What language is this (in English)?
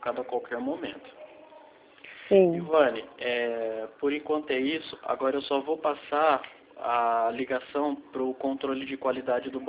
Portuguese